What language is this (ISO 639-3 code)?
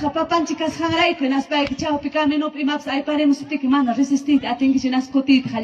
quy